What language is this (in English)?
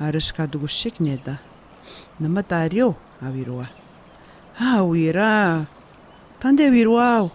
Atikamekw